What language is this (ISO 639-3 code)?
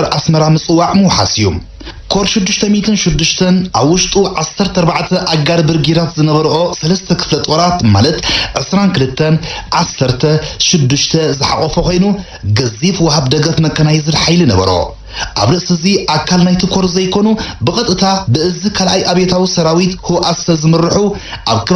tir